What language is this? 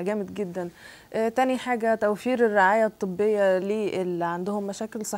Egyptian Arabic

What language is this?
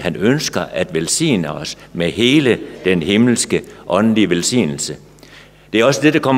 Danish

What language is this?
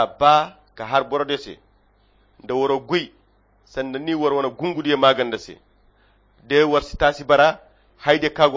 Koyra Chiini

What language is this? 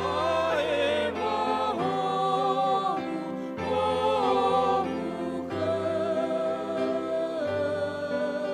Nias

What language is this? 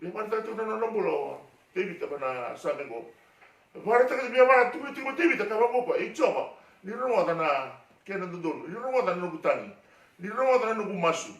Fijian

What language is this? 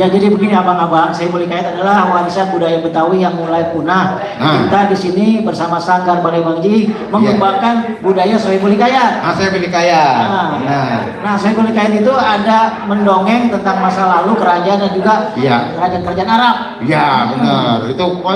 Betawi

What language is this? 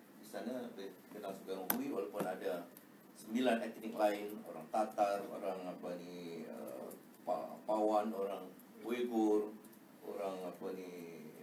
Malay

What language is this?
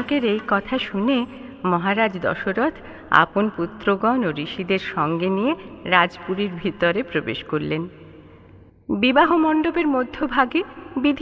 Bangla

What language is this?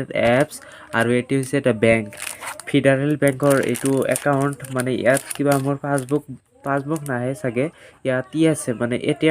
Assamese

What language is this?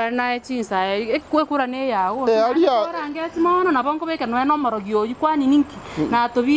Gusii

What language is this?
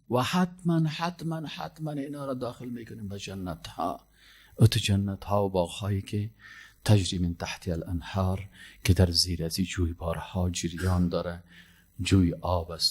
Persian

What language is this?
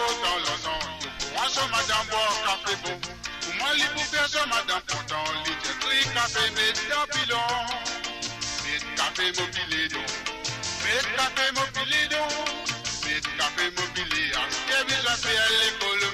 Morisyen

